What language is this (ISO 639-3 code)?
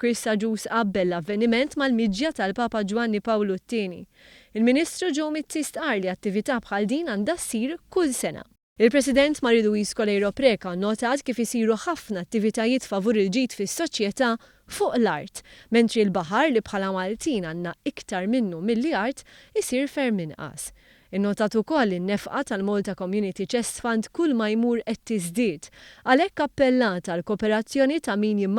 mlt